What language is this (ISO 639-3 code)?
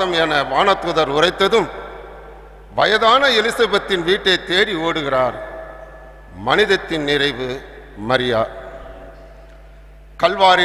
tam